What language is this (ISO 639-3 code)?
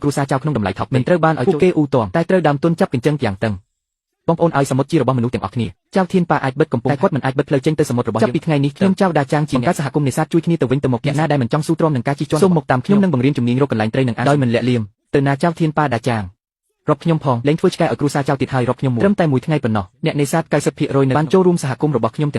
khm